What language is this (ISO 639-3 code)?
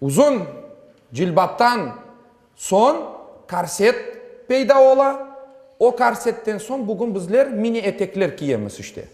crh